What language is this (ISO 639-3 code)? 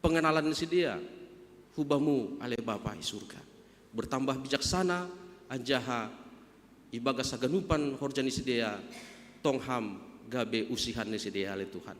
bts